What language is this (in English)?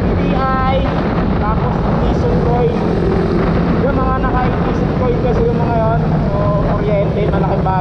Filipino